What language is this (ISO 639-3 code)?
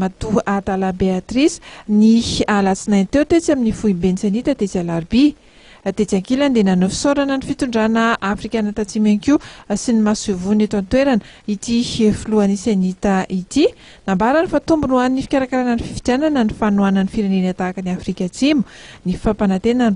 mlg